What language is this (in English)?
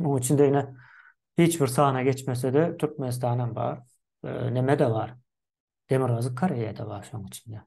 Turkmen